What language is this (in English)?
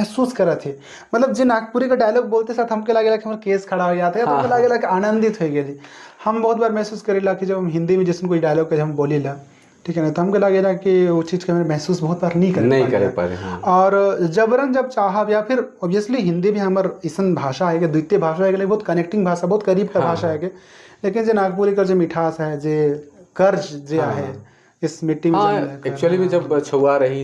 Sadri